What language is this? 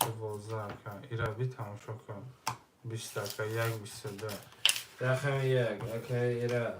Tajik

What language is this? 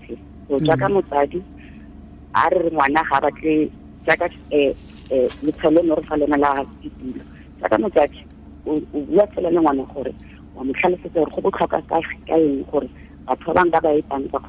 Tswana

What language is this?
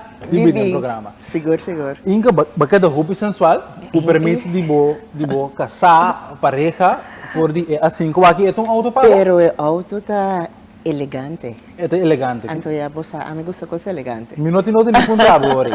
Papiamento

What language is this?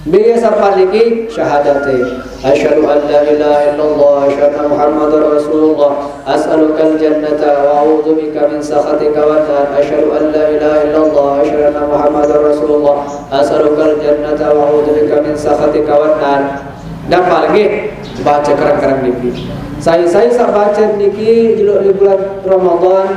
Sasak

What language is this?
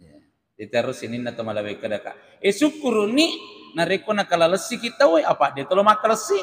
Buginese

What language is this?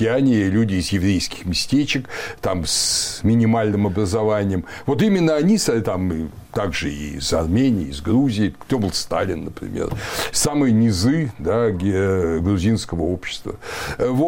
Russian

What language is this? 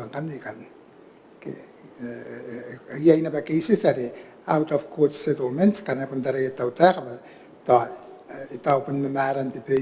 Gilbertese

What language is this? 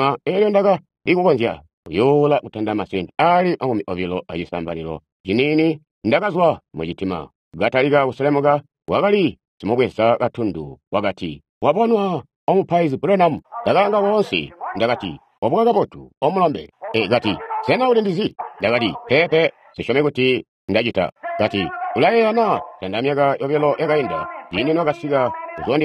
Tonga (Zambia)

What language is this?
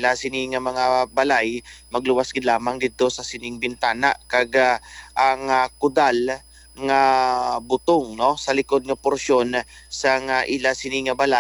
Hiligaynon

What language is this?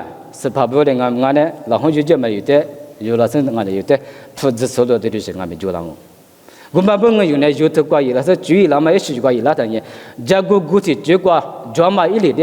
Lisu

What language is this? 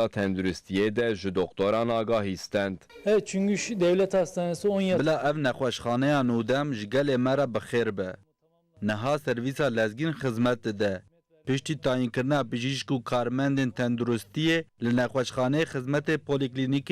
Kurdish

